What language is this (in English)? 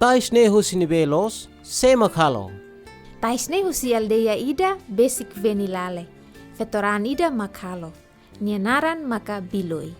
Tetum